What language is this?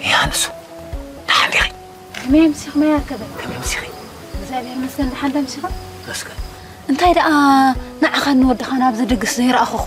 Tigrinya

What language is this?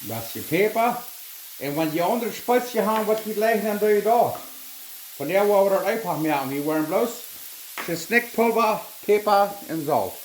Plautdietsch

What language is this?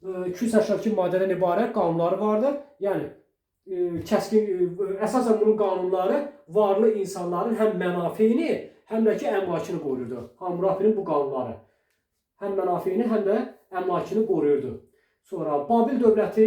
Azerbaijani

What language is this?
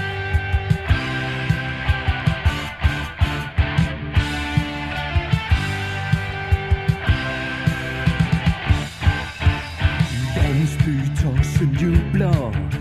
Danish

